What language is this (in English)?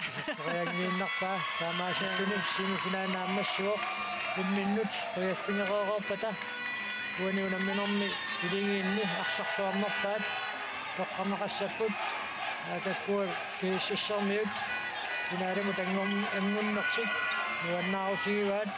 Kalaallisut